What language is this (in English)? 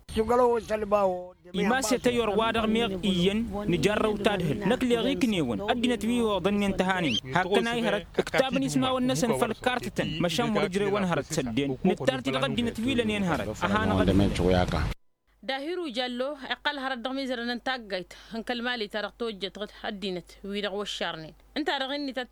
Tamasheq